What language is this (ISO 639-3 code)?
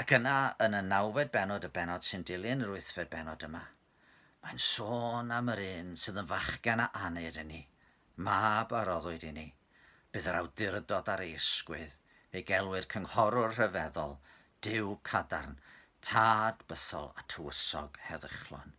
cym